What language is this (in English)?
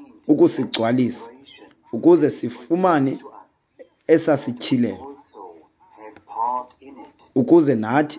Xhosa